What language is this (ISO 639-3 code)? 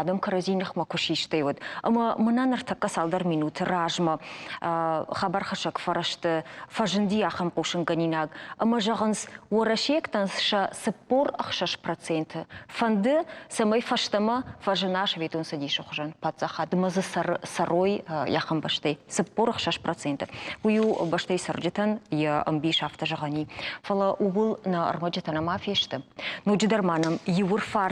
oss